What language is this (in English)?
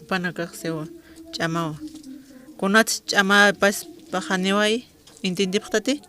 Aymara